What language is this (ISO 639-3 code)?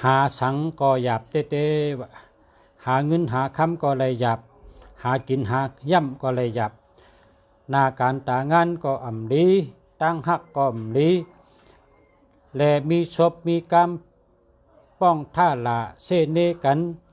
shn